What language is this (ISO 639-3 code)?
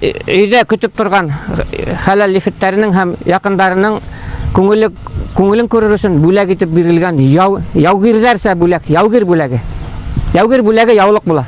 bak